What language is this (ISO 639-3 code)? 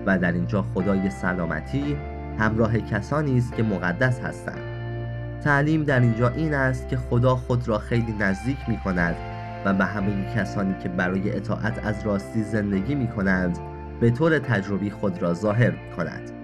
fas